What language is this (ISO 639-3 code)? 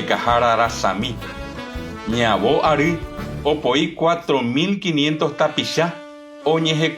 grn